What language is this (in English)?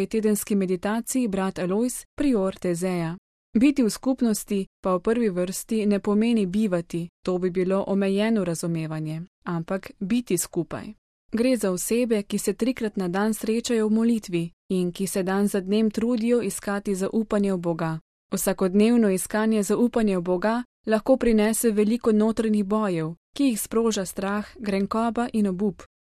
Slovenian